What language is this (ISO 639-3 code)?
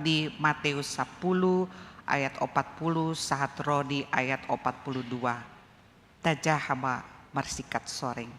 bbc